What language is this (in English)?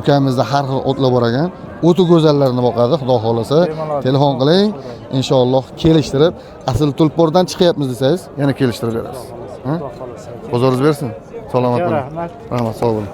Uzbek